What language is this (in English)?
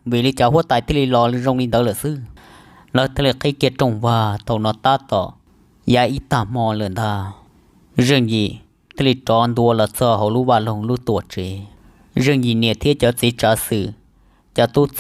Hmong